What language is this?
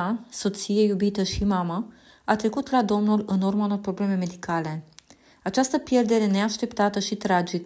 Romanian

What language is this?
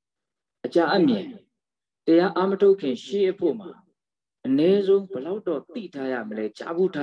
Burmese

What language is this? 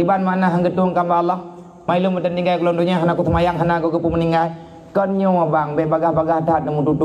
Achinese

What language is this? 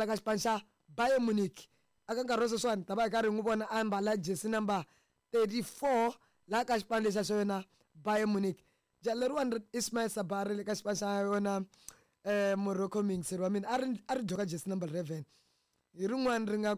Tsonga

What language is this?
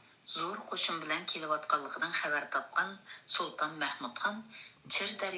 Uyghur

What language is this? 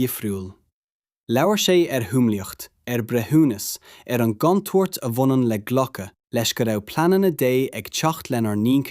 Irish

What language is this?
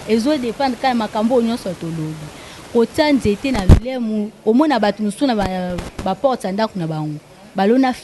Lingala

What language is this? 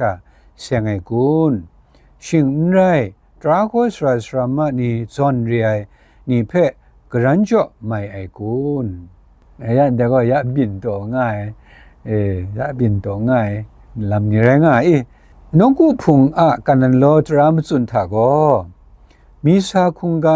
Kachin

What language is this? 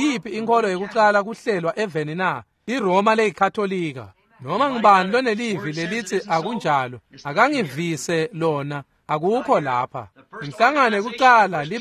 Swati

